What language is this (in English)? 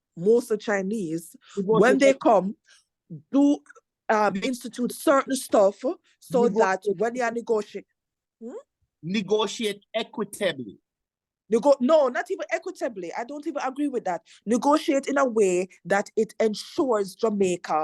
Jamaican Creole English